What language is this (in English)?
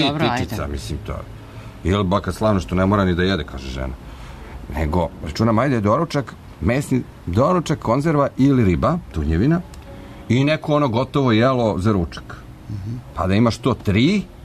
Serbian